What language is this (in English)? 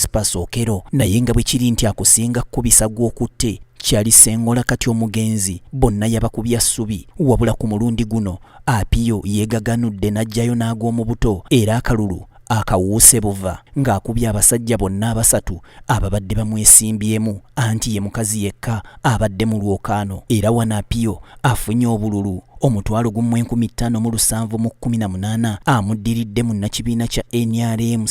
Ganda